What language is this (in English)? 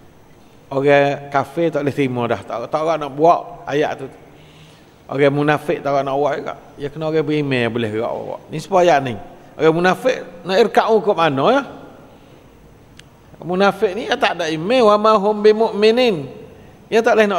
Malay